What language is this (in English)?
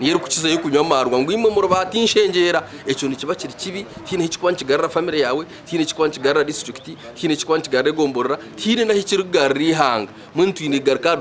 Nyankole